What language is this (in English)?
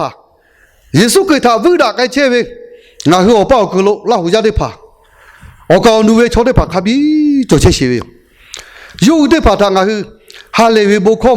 Lahu